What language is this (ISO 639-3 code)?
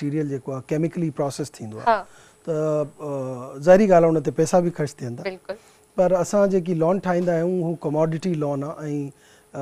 snd